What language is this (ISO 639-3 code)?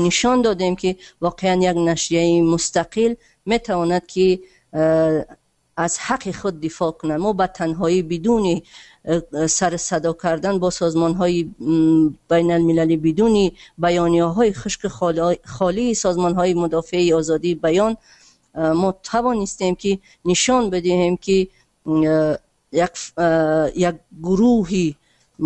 tgk